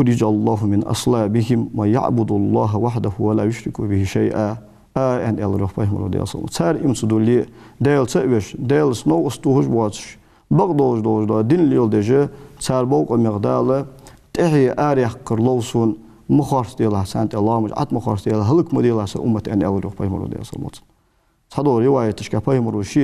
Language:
Ingush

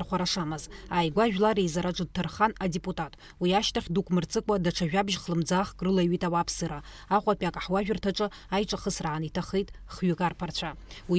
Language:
Abkhazian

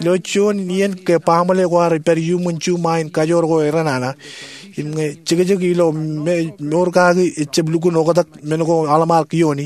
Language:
Marshallese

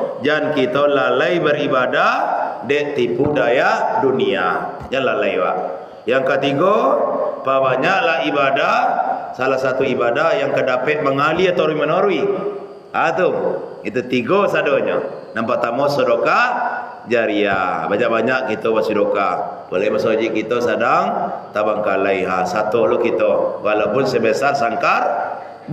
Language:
Minangkabau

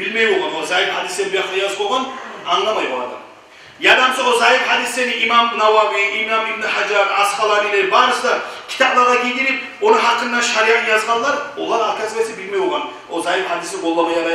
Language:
Kumyk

